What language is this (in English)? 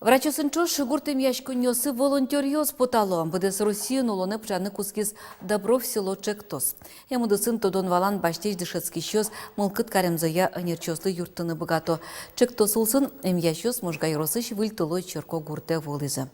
Udmurt